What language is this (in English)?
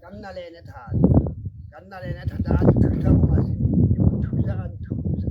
Tswana